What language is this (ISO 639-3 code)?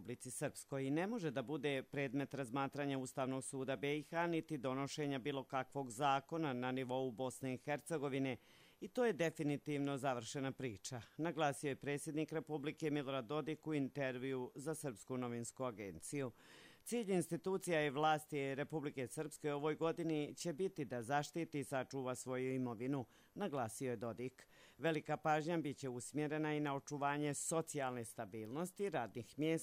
hrv